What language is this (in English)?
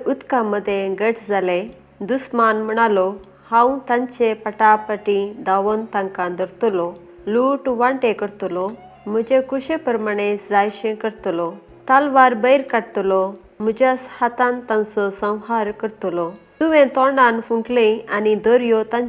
Konkani